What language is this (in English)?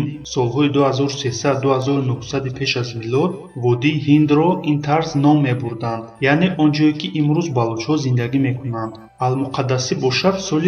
Tajik